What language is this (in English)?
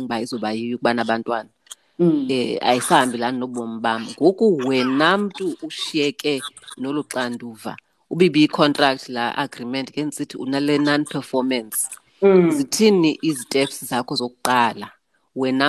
Xhosa